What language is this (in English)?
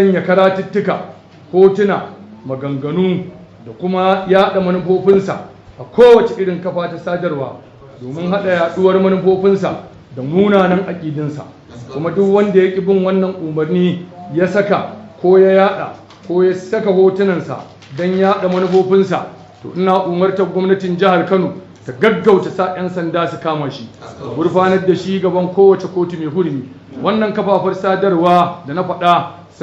Hausa